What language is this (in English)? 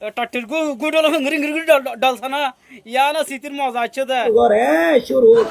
Rohingya